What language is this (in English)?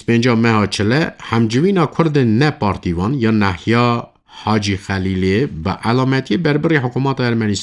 Kurdish